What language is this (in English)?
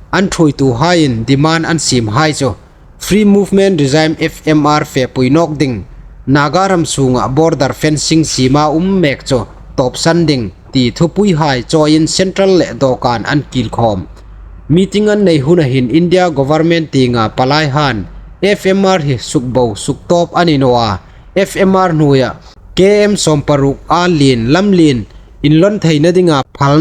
Hmar